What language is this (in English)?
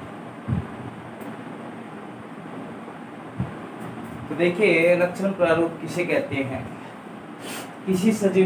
Hindi